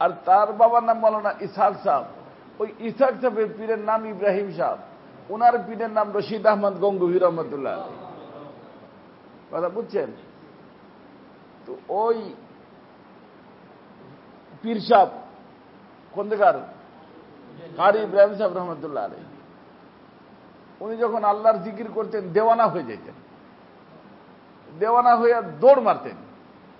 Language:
Bangla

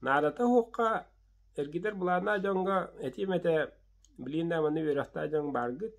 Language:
Yakut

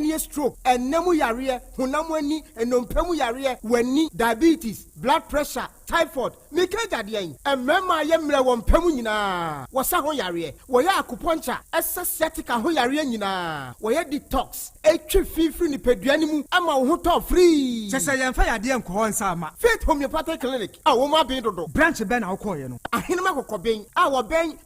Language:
Akan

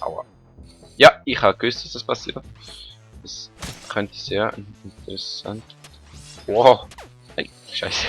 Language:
Swiss German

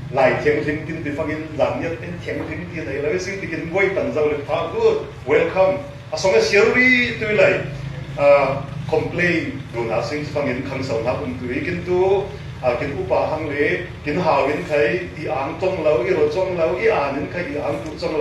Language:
Falam Chin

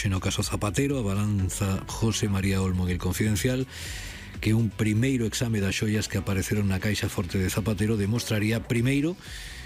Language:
Galician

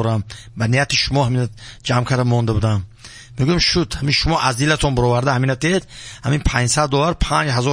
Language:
Tajik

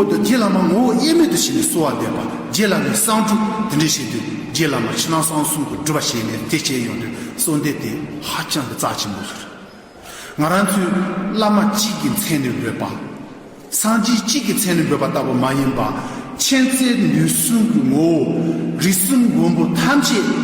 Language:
Tibetan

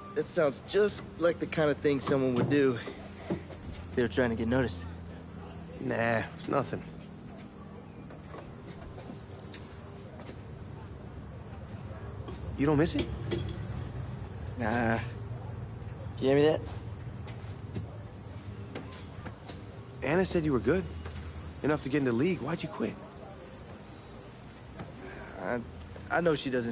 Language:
English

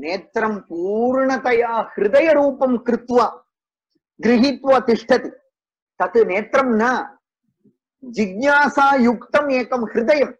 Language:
Sanskrit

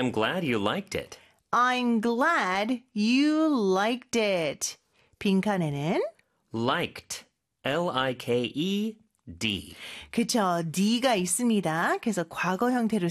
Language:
Korean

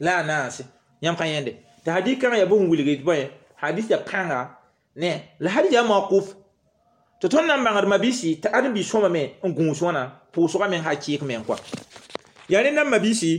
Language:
Mossi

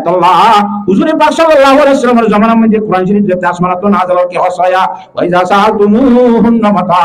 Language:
Rohingya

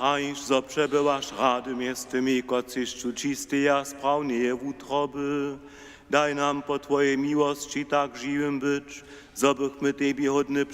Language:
Upper Sorbian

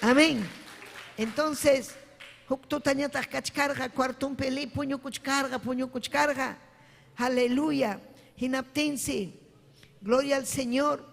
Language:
Ayacucho Quechua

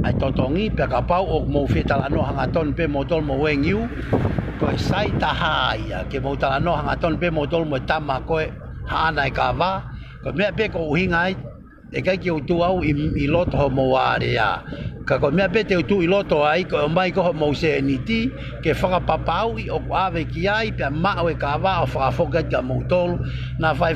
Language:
Tongan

